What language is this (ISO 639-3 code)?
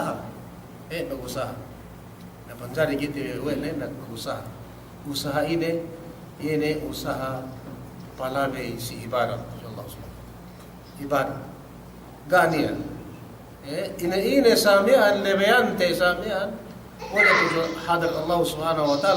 yka